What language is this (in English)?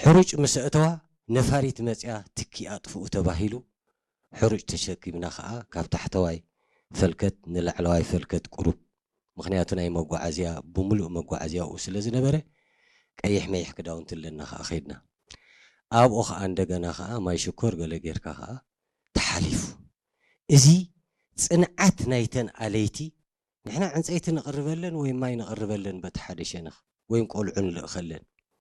Tigrinya